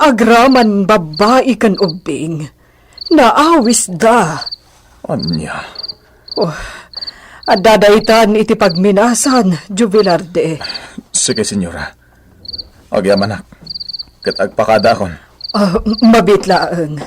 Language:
Iloko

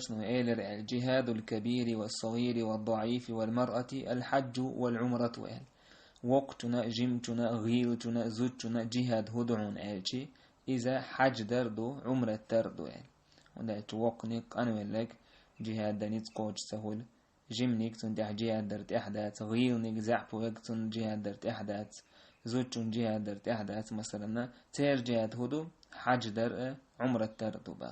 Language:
Chechen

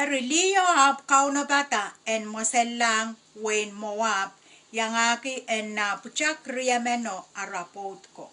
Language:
Pohnpeian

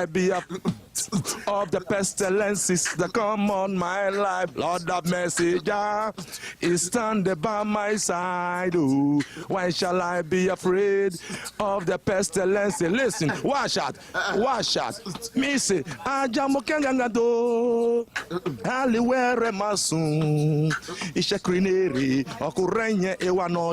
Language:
Nigerian Pidgin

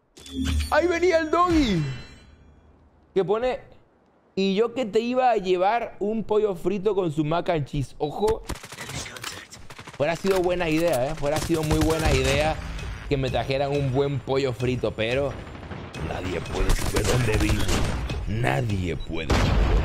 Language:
Spanish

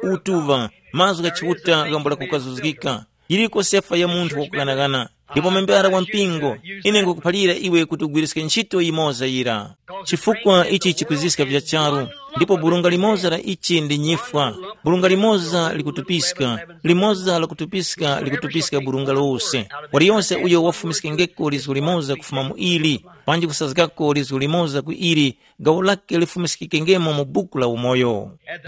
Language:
Tumbuka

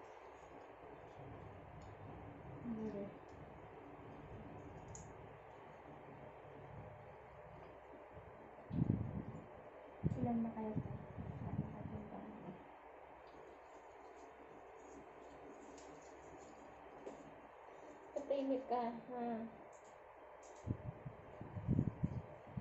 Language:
Filipino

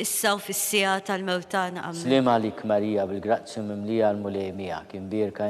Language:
Maltese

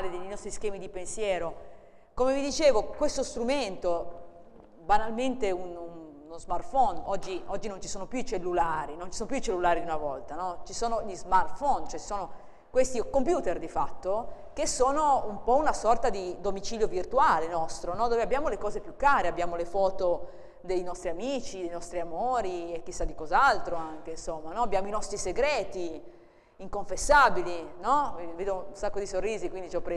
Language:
Italian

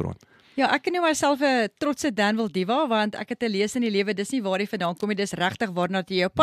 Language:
Afrikaans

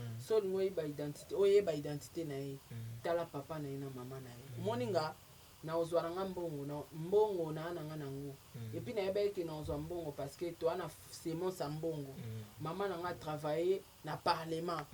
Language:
Lingala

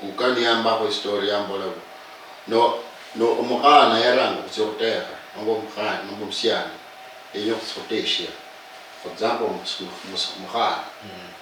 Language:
Luyia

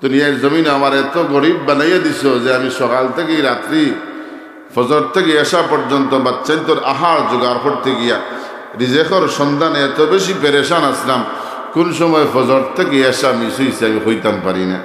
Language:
Sylheti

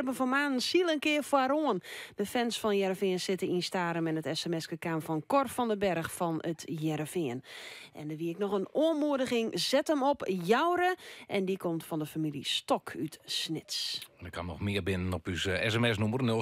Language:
Western Frisian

